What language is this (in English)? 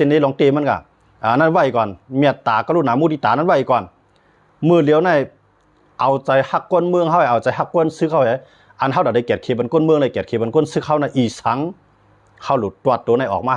Shan